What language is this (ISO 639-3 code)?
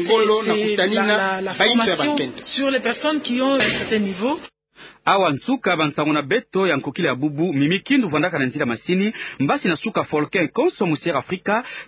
ktu